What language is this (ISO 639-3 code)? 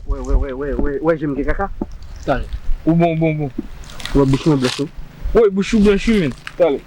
hat